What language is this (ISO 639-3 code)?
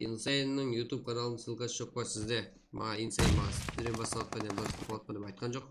kaa